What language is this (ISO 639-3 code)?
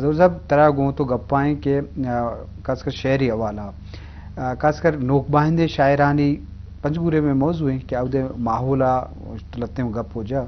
bgp